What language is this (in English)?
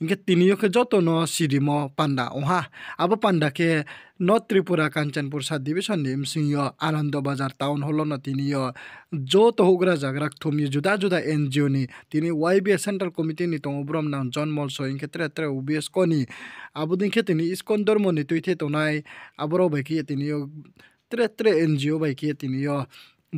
Riang (India)